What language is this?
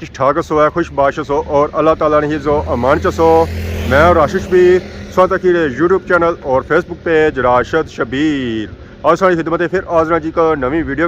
Pahari-Potwari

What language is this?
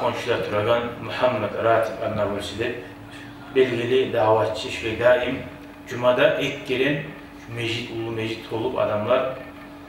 Kumyk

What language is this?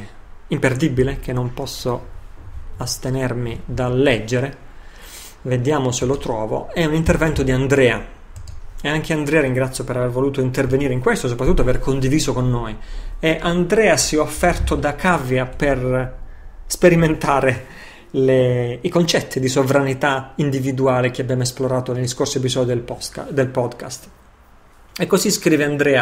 Italian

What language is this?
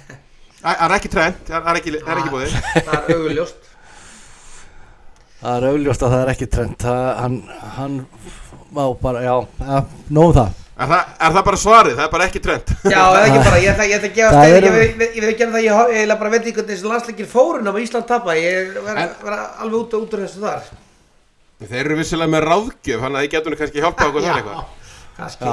Icelandic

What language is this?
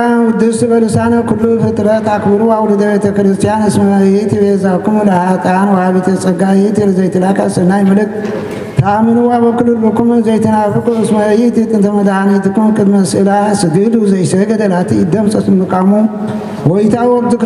Geez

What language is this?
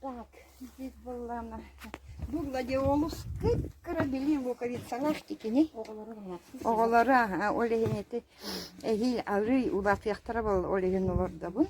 Yakut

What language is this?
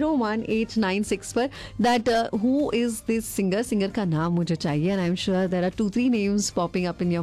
Hindi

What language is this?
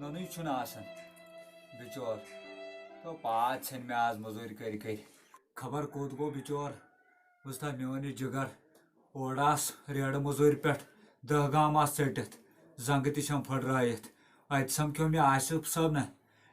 Kashmiri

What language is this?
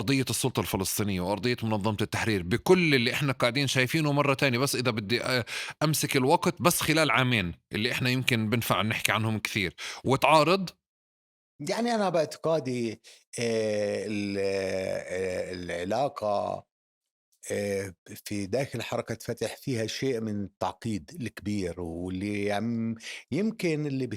North Levantine Arabic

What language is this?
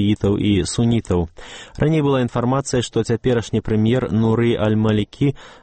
Belarusian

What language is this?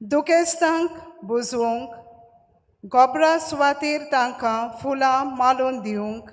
Konkani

